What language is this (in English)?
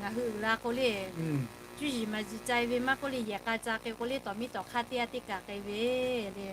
Lahu